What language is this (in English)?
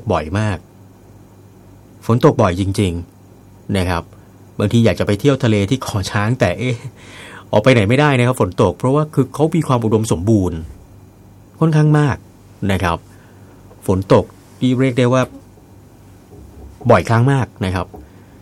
Thai